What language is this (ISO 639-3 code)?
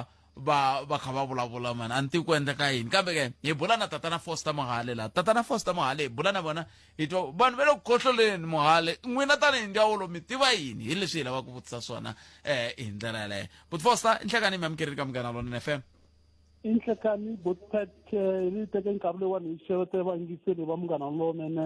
tso